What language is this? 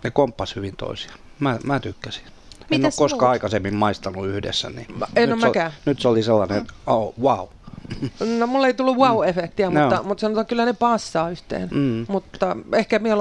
Finnish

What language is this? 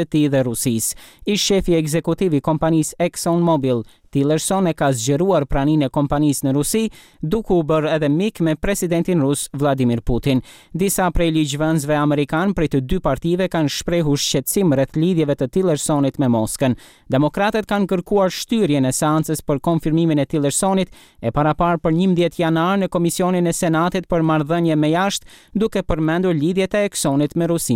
Albanian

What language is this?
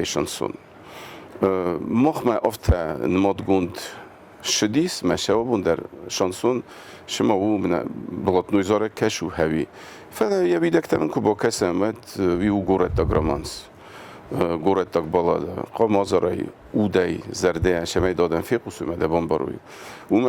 Ossetic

